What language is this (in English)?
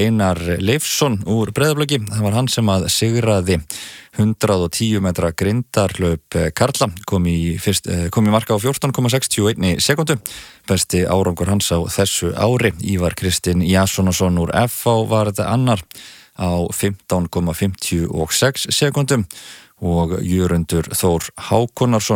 Icelandic